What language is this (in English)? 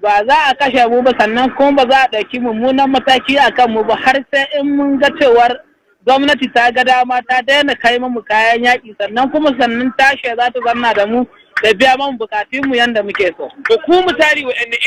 Hausa